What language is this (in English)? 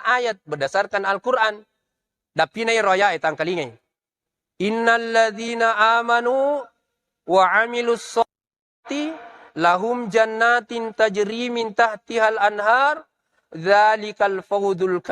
Buginese